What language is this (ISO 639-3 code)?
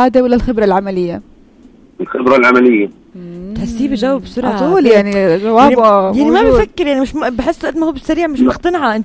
apc